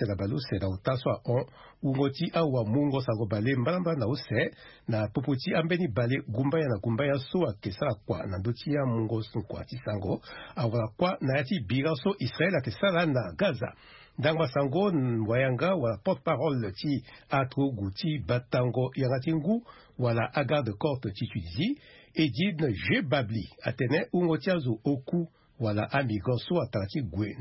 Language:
Sango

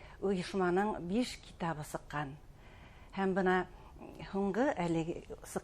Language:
Bashkir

